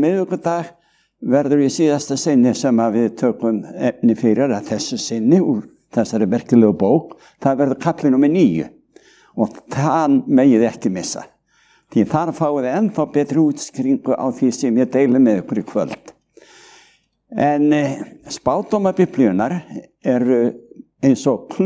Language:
Icelandic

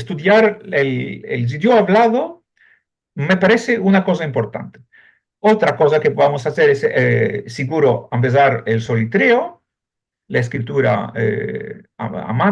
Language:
Ladino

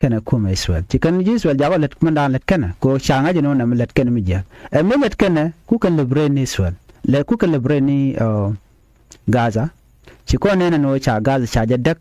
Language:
Nuer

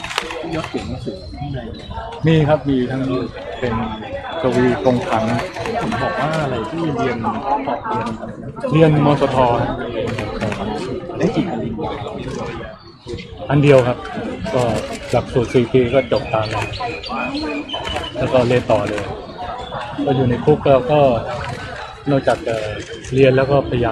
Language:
Thai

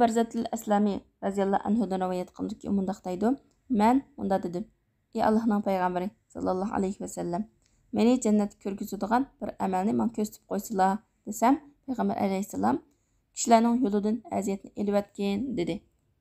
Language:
Uyghur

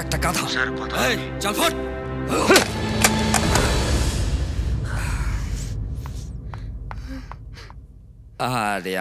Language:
Bangla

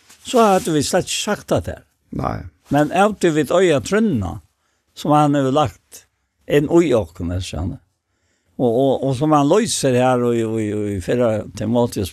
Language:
Faroese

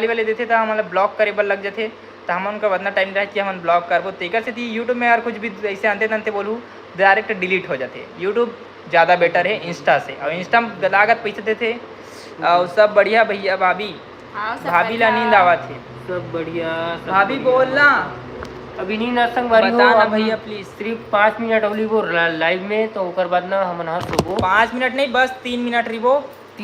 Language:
Chhattisgarhi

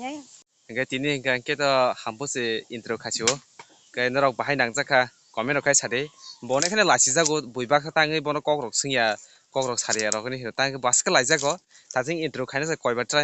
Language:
Kok Borok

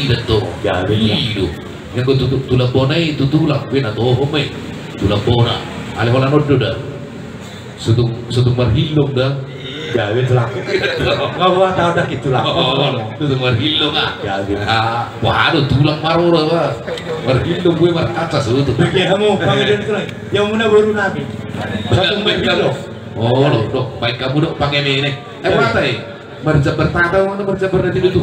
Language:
Batak Toba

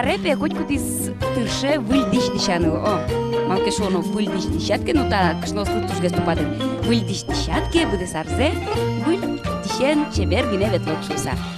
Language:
Udmurt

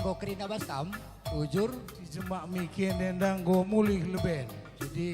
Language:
Batak Karo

